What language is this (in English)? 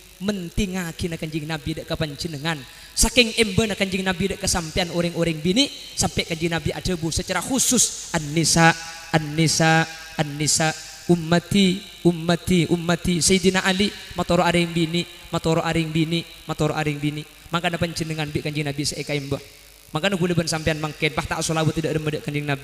Madurese